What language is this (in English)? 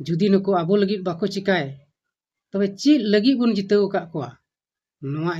Santali